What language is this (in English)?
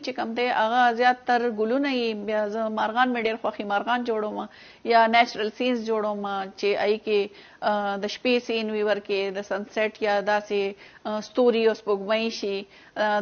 Pashto